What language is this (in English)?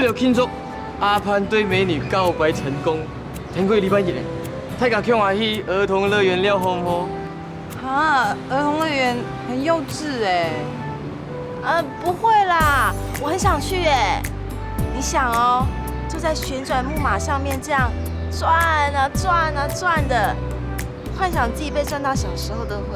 Hakka Chinese